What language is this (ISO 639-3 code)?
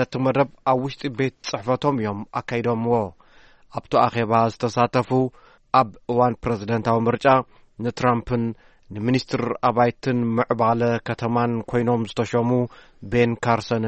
tir